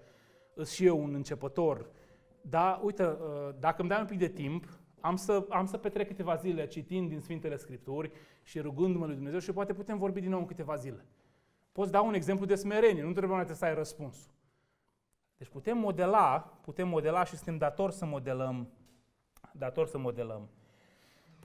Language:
Romanian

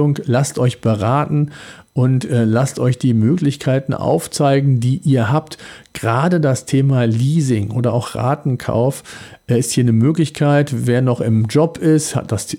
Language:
German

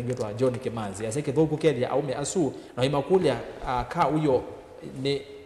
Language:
Kamba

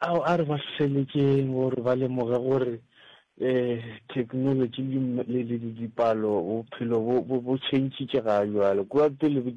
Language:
Northern Sotho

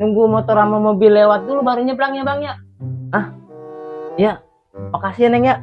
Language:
Betawi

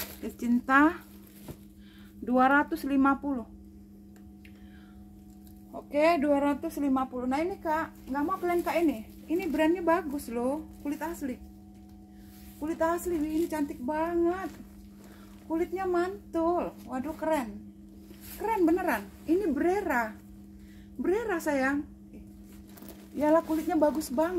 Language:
Indonesian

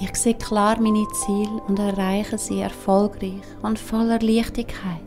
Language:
Swiss German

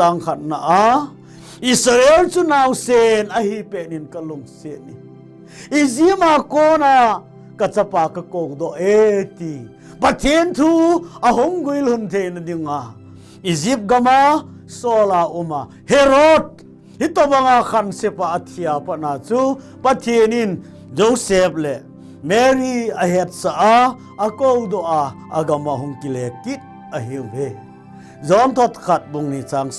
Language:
Thado Chin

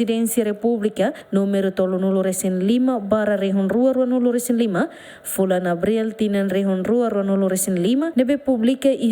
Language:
Tetum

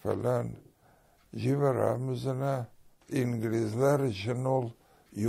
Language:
Tatar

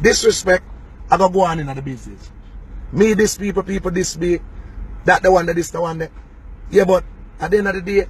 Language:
Jamaican Creole English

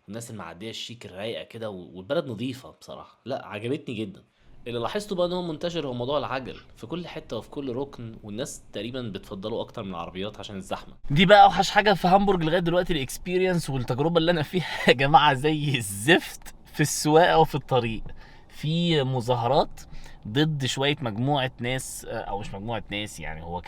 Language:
Egyptian Arabic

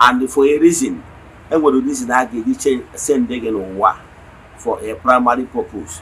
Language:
Igbo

